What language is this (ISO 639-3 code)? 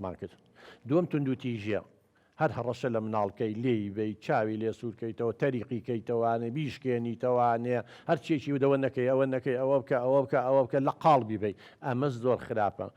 ckb